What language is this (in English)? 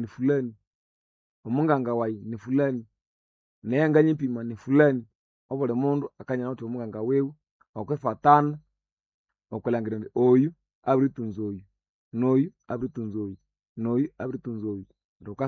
Nande